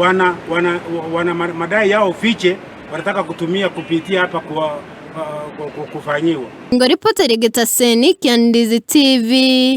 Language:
Gusii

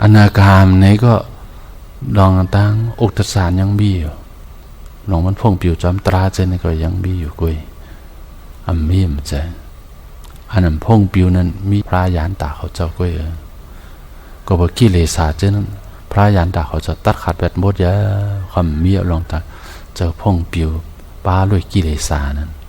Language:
Shan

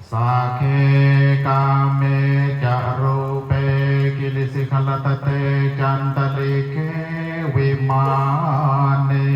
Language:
Pali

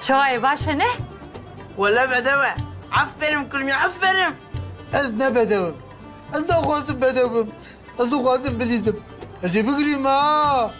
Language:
Kurdish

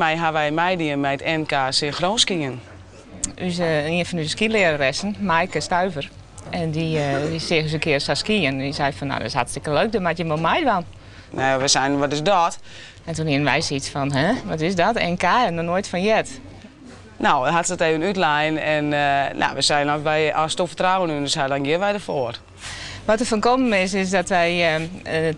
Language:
Western Frisian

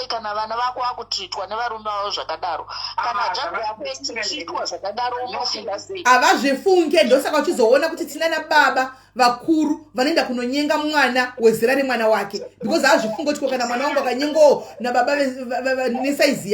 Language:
Shona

